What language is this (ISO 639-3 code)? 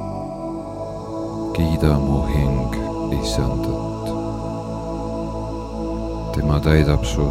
est